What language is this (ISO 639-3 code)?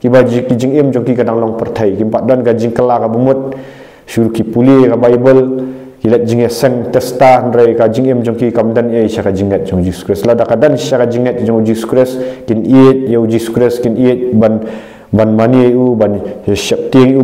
kha